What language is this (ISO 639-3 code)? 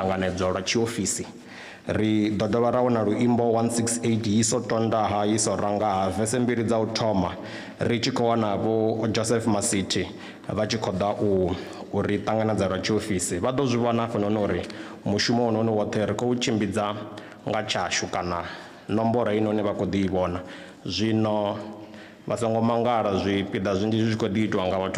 ven